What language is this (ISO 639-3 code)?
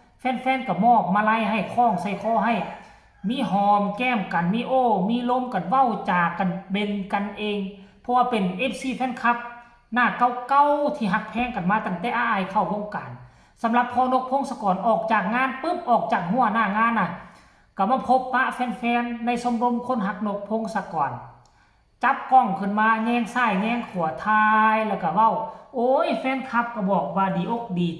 tts